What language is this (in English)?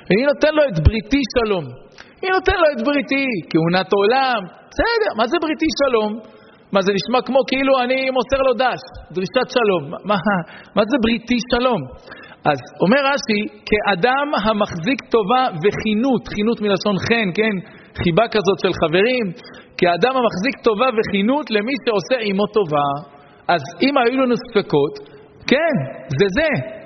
Hebrew